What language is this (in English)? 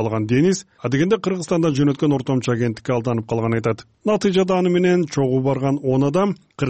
Kyrgyz